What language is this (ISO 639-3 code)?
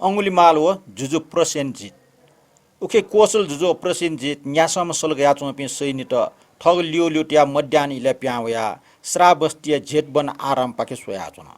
new